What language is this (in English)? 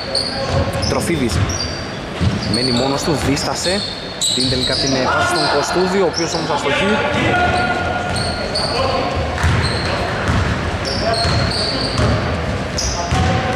Greek